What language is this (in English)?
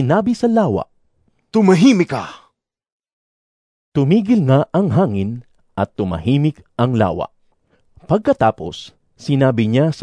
Filipino